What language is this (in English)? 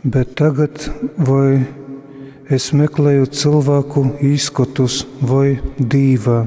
Latgalian